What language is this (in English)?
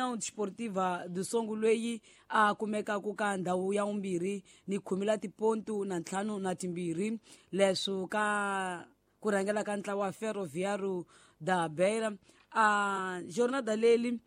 Tsonga